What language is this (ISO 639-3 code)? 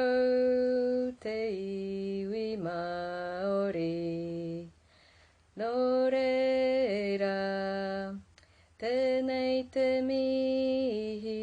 mri